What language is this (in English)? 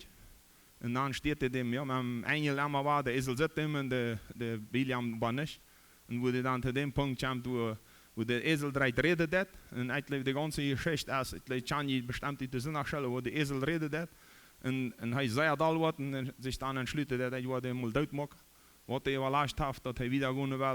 Plautdietsch